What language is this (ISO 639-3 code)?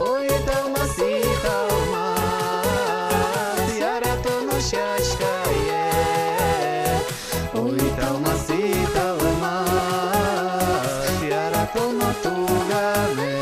udm